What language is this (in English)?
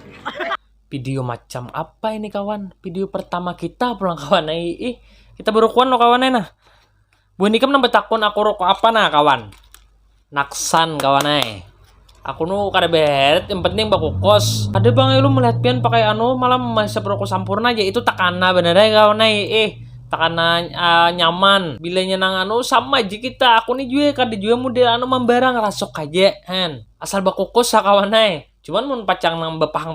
Banjar